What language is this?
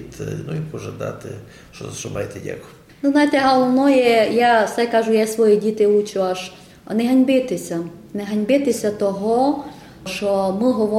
Ukrainian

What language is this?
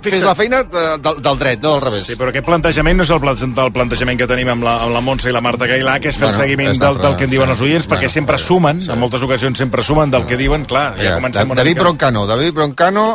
Catalan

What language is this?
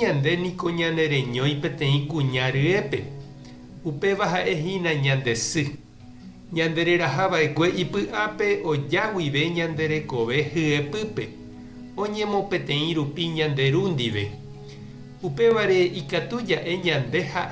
Guarani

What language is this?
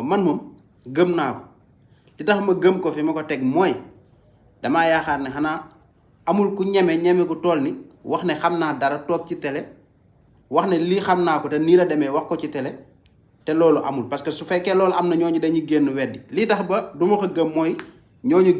Wolof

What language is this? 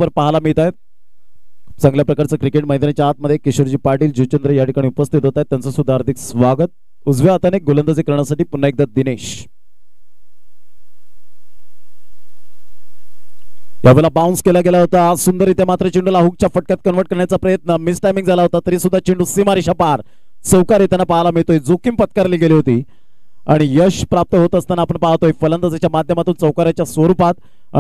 Marathi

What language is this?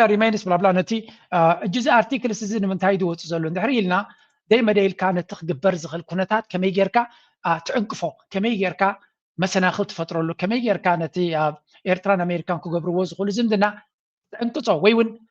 Tigrinya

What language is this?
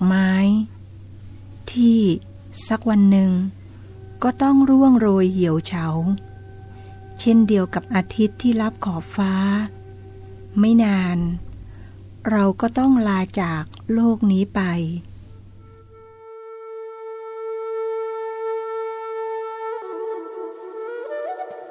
Thai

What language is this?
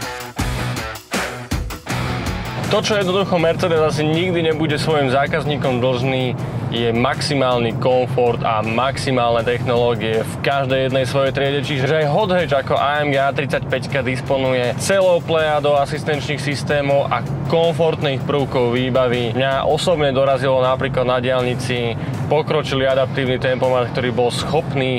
Slovak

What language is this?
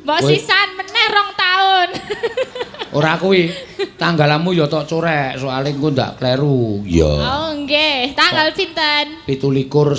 Javanese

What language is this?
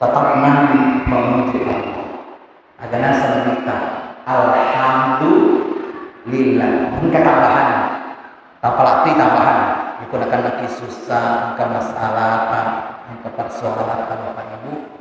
Buginese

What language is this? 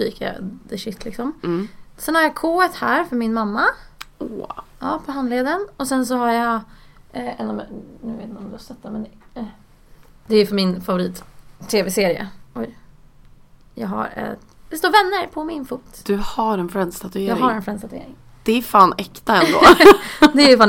Swedish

